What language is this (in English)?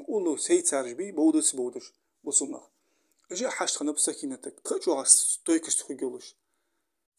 Ingush